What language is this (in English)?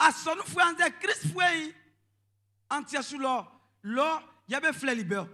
Baoulé